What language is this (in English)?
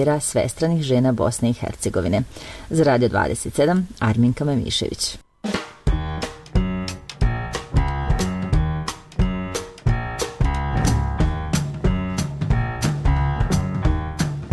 Bosnian